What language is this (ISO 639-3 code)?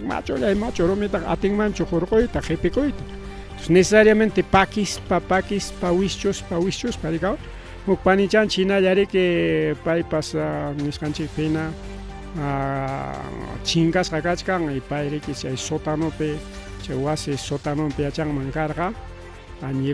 quy